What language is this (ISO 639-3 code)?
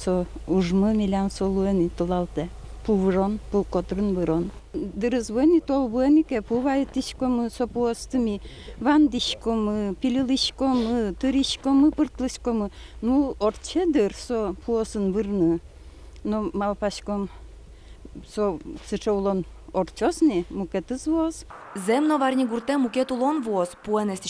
udm